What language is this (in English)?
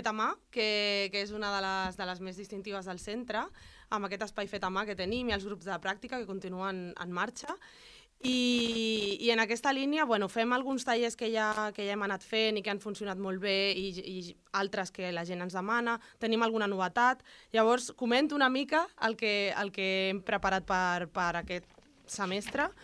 Catalan